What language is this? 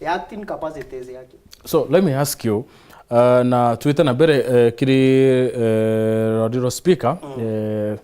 Meru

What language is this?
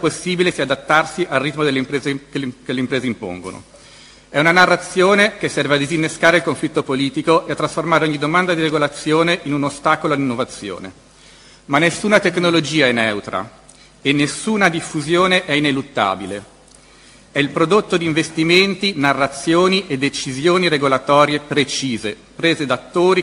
Italian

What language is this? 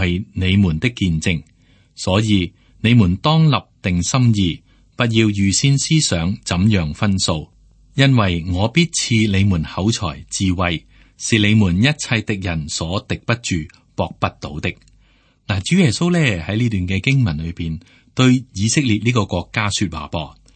Cantonese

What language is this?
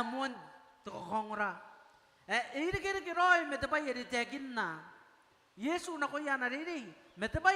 Gilbertese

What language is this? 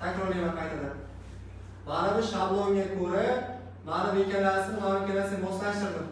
Uzbek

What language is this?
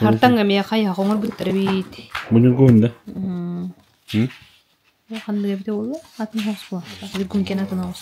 Yakut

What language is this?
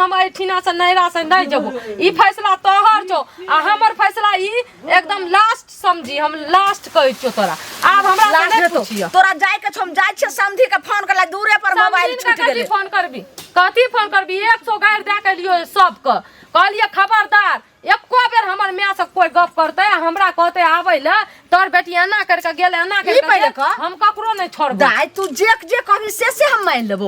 Maithili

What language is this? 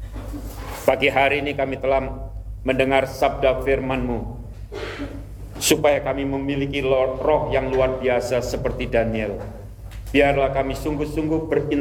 Indonesian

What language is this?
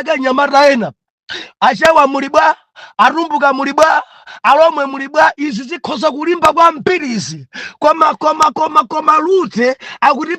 Nyanja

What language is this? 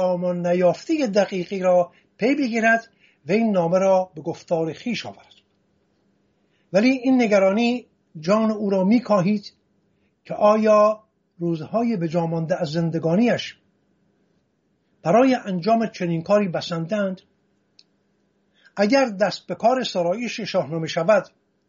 Persian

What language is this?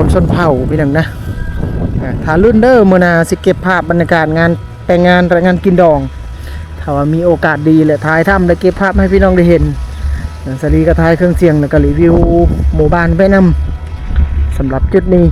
Lao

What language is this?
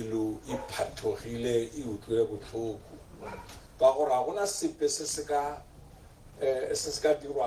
Tswana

